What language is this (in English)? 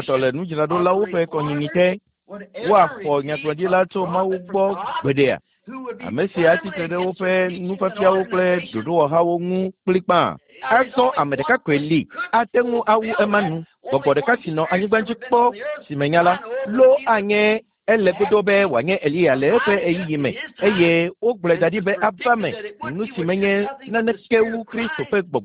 Ewe